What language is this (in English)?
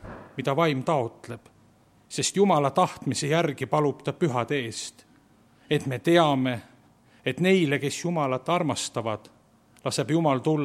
Estonian